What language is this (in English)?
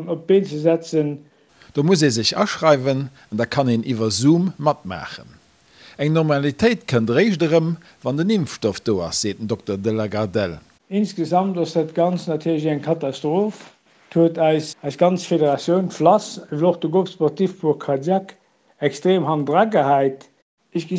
Luxembourgish